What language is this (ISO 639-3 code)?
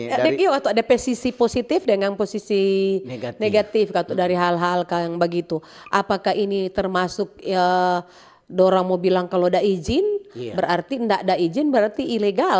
xmm